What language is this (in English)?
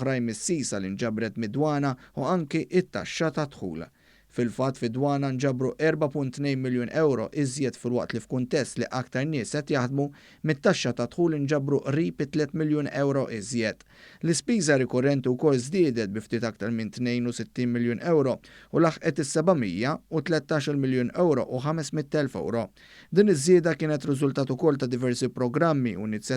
Maltese